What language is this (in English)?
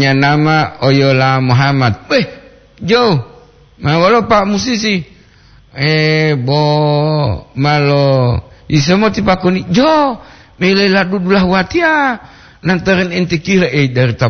Gorontalo